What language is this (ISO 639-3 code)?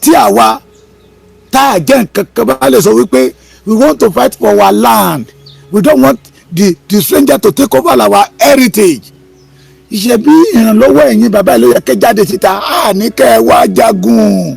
yor